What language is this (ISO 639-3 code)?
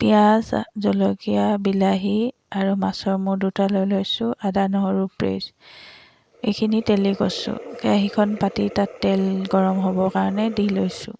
asm